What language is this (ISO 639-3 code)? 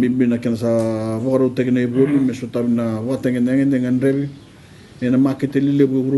fij